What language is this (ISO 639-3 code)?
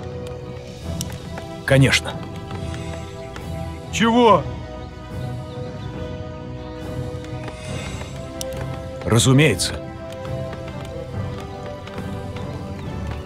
rus